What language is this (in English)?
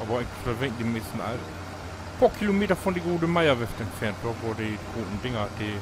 Low German